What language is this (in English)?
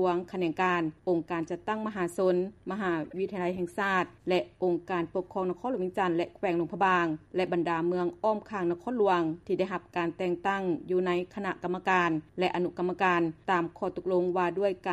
Lao